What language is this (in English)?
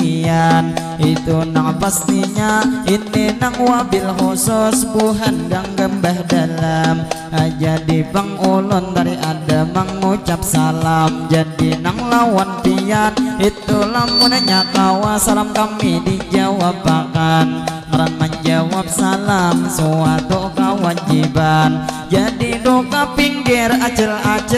Banjar